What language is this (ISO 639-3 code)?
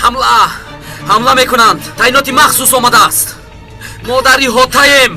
tgk